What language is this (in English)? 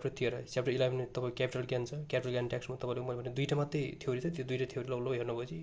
Nepali